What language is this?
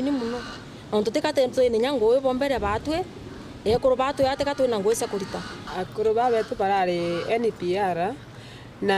Meru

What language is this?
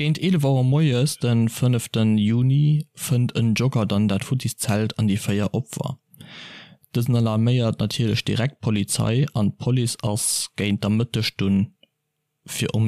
Luxembourgish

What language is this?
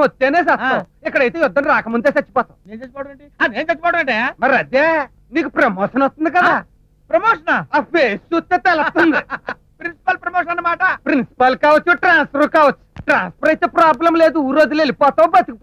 Telugu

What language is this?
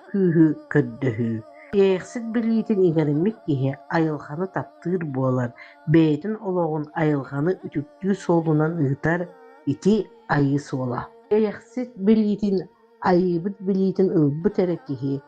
Yakut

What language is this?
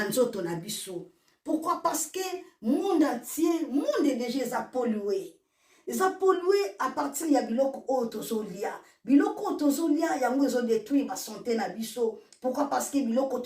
Lingala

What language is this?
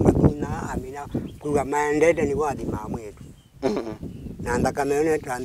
Kamba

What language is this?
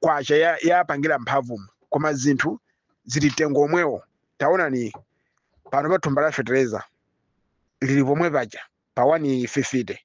Nyanja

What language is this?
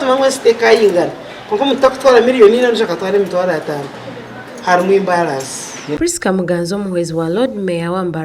Nyankole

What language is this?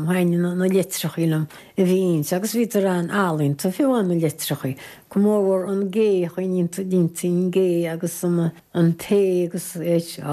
Irish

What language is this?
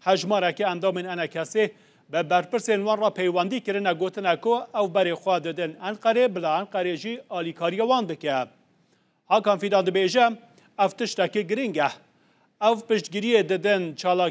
Kurdish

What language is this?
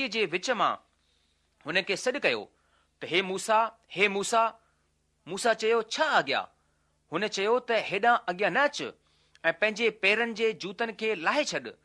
Sindhi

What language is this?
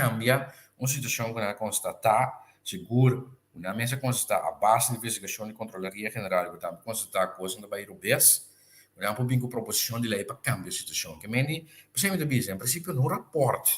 Papiamento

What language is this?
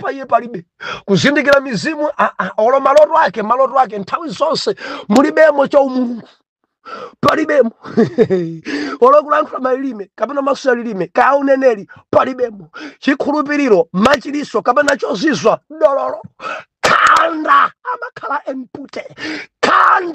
Nyanja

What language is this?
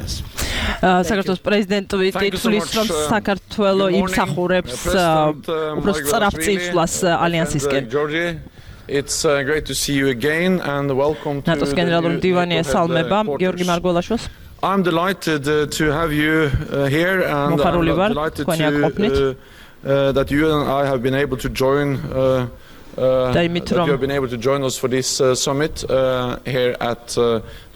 Georgian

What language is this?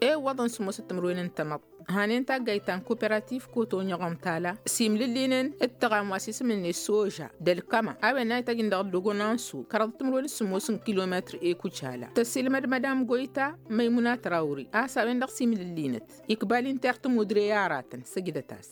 Tamasheq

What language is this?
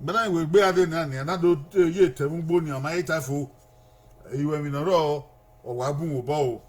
Bini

